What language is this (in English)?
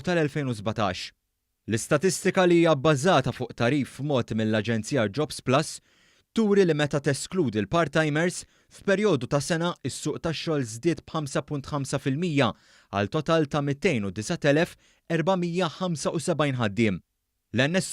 Maltese